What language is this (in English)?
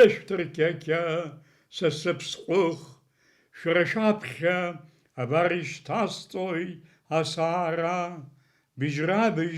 Abkhazian